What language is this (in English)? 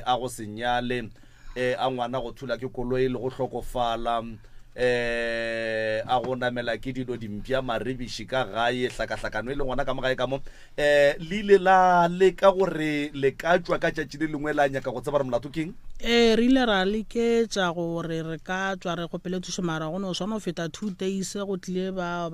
Northern Sotho